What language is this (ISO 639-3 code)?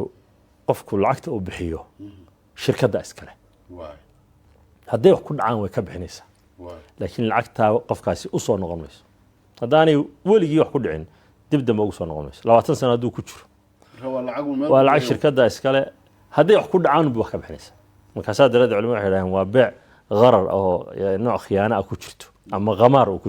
som